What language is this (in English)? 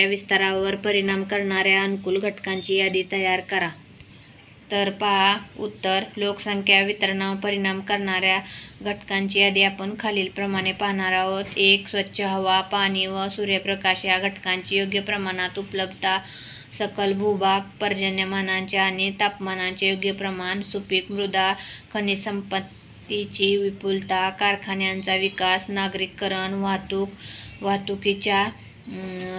Marathi